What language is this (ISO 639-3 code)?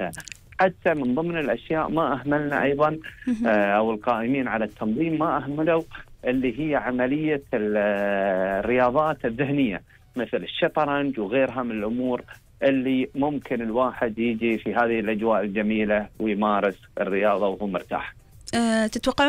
afb